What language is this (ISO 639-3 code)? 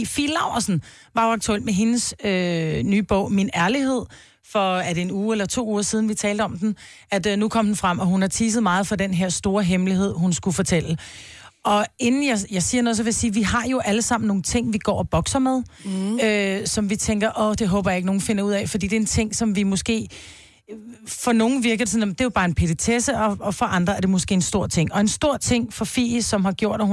dan